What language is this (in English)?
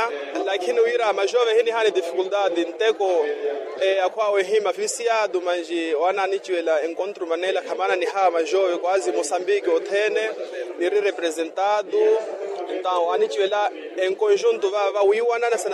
Makhuwa